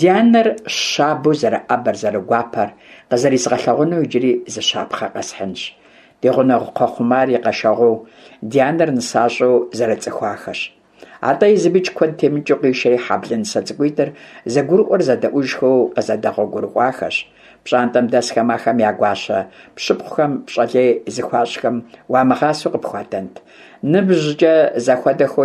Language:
Kabardian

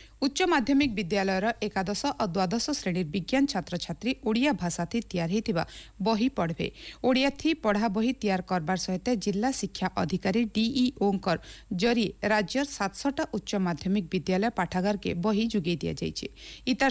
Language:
Odia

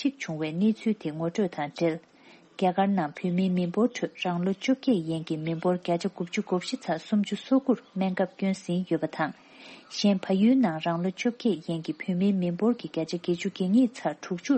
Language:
Tibetan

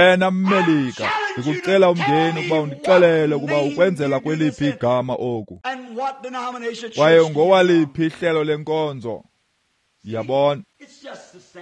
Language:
Xhosa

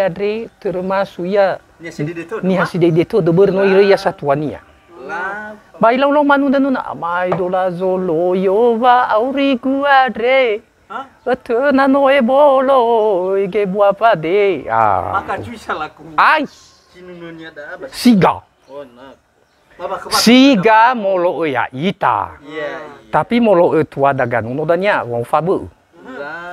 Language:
Nias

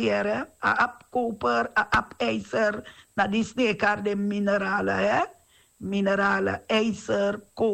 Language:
Sranan Tongo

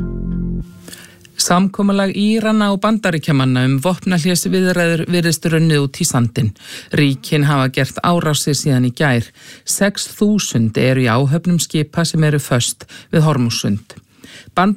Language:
Icelandic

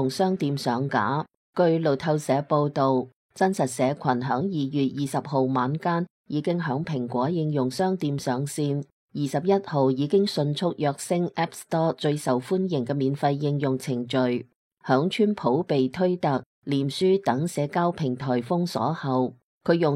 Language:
Cantonese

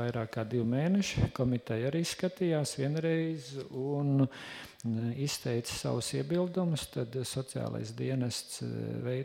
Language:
Latvian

